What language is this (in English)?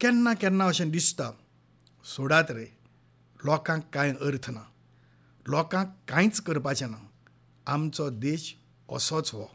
Konkani